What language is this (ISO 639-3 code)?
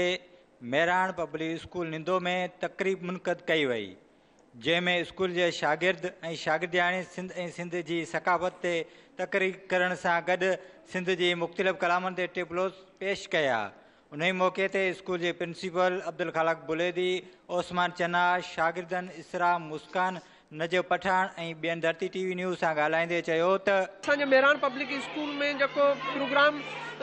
snd